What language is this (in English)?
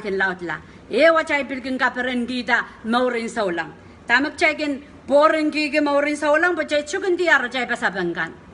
Pohnpeian